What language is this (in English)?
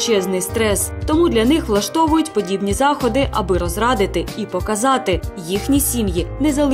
Ukrainian